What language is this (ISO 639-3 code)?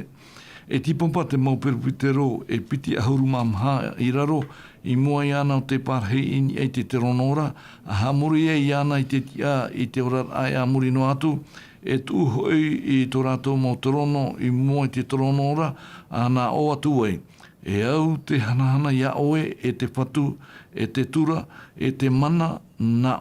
tah